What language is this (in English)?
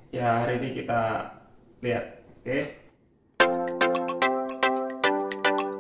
Indonesian